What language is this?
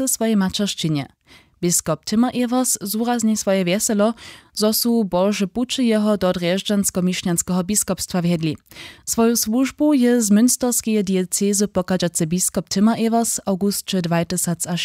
Upper Sorbian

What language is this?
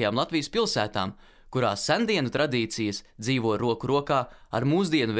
Latvian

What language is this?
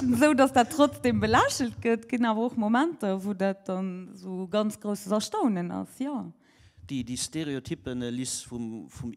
Luxembourgish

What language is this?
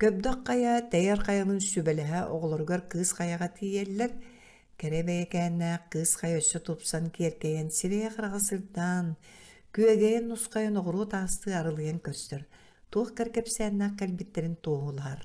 Yakut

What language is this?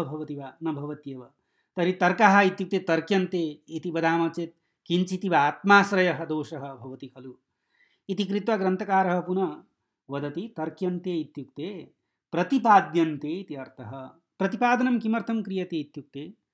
Sanskrit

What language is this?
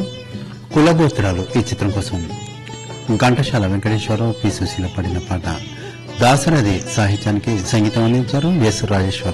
Telugu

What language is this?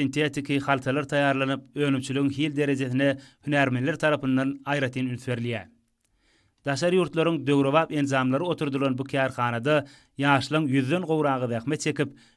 Turkmen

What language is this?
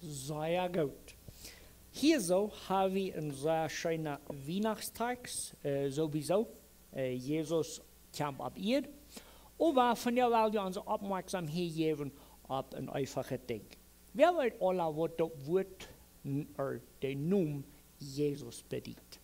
Plautdietsch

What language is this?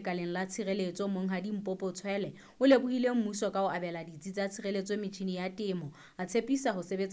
Southern Sotho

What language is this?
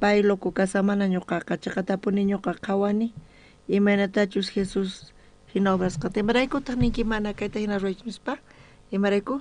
South Bolivian Quechua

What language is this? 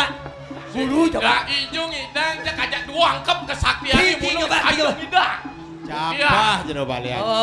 Balinese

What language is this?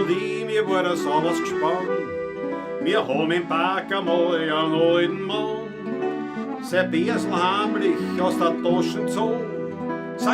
Bavarian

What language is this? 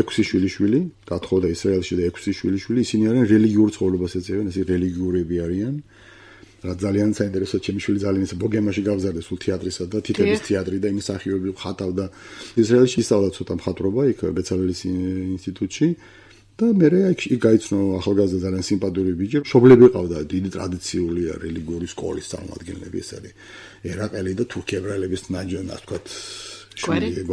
Georgian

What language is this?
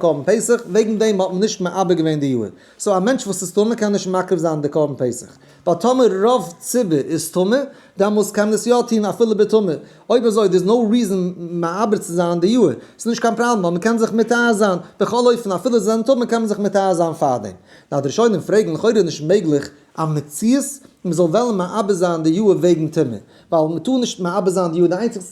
Yiddish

